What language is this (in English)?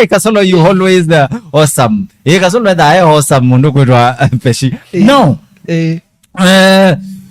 Kamba